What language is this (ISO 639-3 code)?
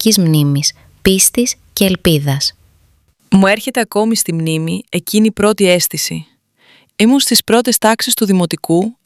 ell